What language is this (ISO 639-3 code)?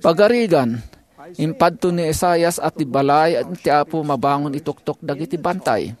ilo